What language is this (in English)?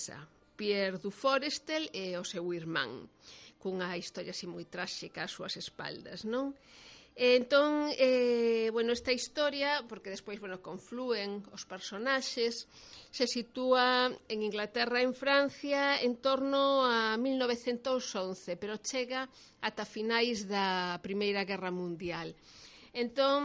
Galician